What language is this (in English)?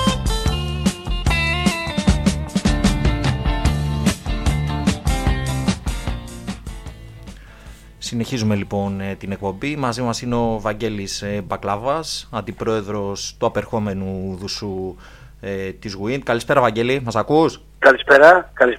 Greek